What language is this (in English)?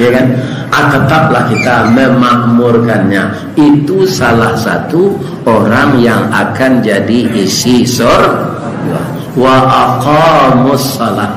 Minangkabau